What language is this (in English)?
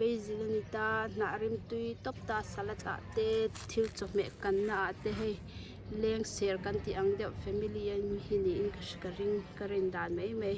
Mizo